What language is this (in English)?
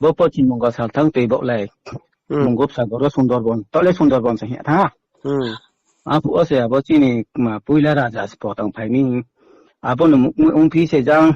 Riang (India)